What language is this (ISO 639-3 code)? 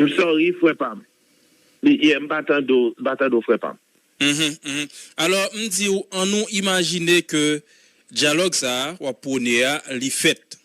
hat